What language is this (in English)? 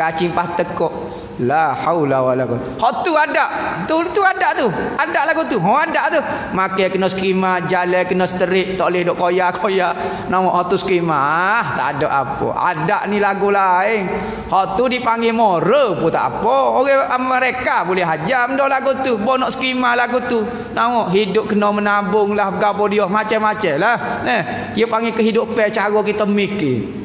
Malay